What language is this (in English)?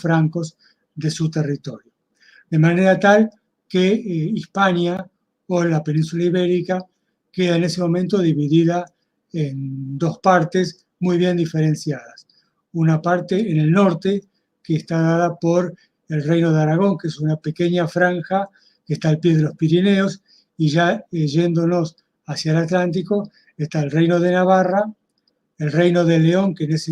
Ladino